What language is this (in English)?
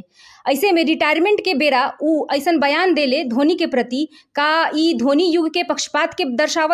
Bhojpuri